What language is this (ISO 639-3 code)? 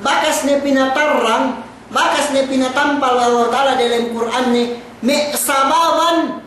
yka